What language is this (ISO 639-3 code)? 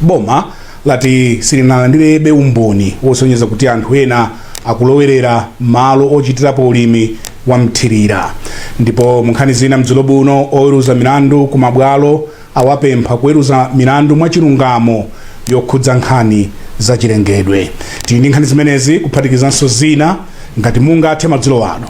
nya